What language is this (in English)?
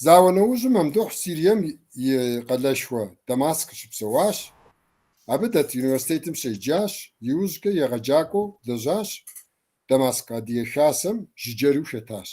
Kabardian